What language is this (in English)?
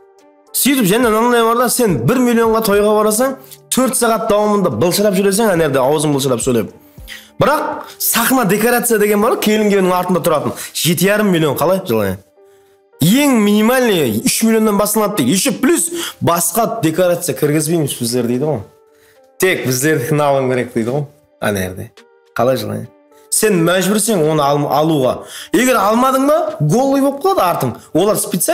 Kara-Kalpak